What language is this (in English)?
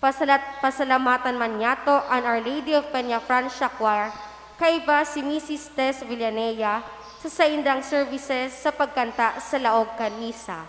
Bikol